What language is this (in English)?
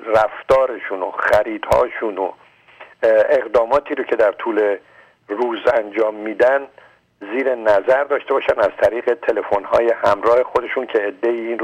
Persian